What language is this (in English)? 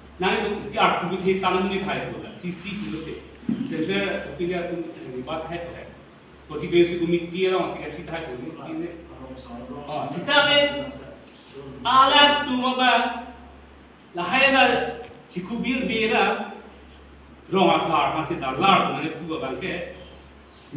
Karbi